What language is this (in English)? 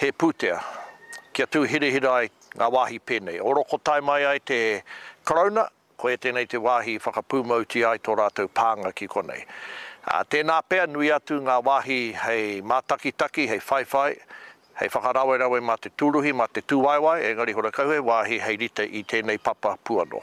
Māori